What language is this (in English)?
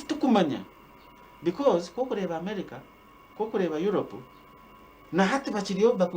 Nyankole